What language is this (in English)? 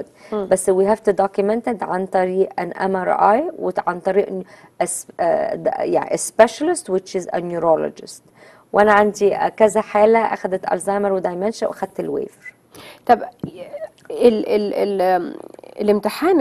Egyptian Arabic